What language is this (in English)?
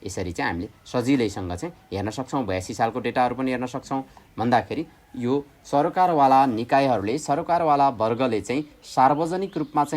Nepali